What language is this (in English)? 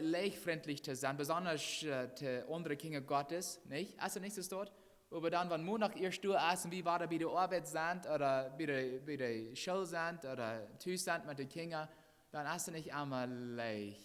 Plautdietsch